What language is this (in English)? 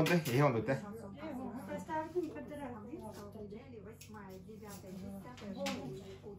Yakut